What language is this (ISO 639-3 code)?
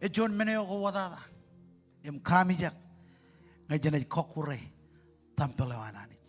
mah